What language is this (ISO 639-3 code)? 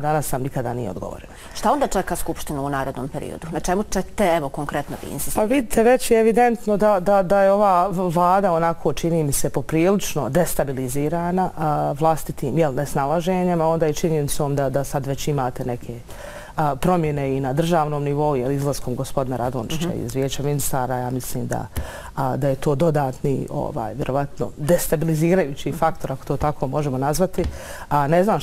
bos